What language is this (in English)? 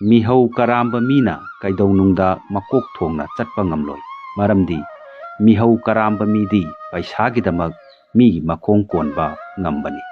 Manipuri